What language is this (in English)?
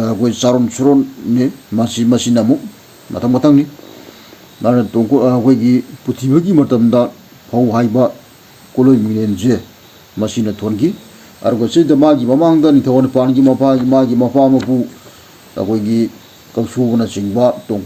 Manipuri